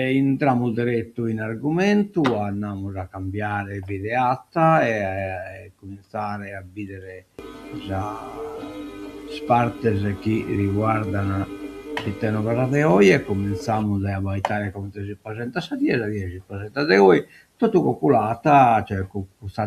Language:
Sardinian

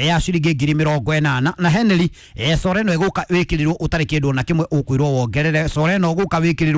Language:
Kikuyu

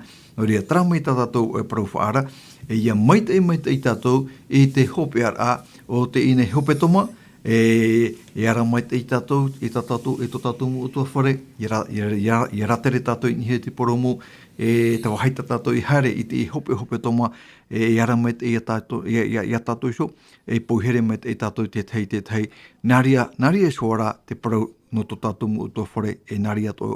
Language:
Tahitian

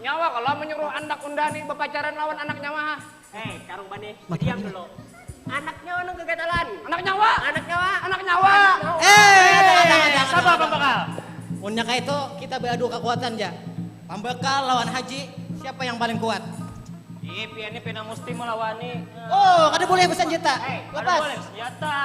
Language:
Banjar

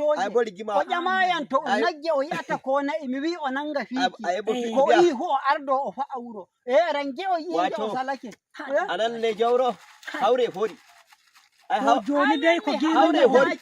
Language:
Nigerian Fulfulde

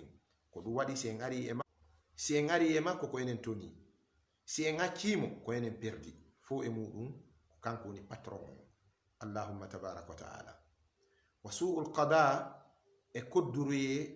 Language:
Fula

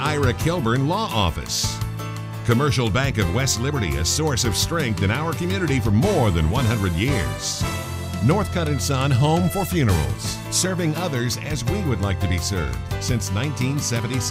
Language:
English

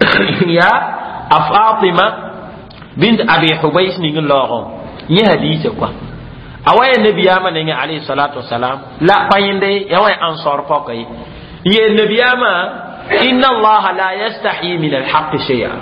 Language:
Mossi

